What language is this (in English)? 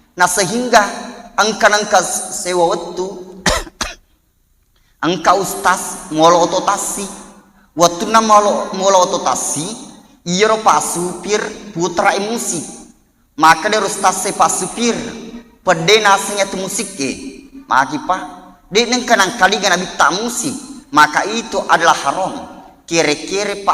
Buginese